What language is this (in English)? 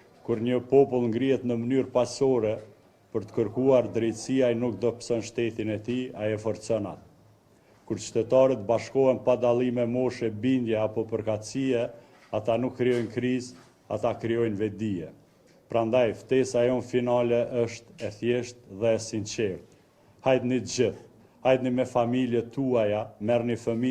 Albanian